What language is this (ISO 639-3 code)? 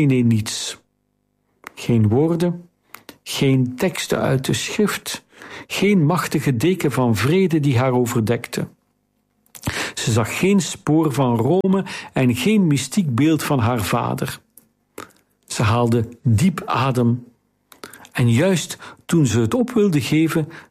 nld